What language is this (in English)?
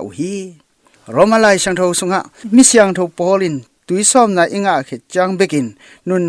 Tedim Chin